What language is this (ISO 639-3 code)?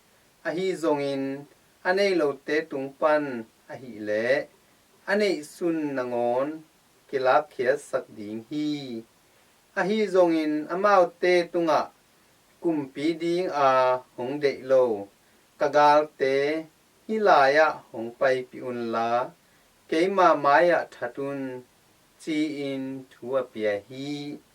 ctd